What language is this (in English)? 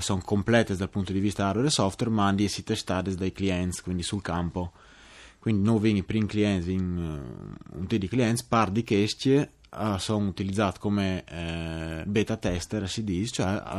Friulian